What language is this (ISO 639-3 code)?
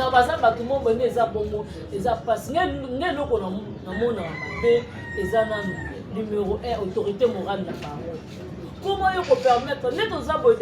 lin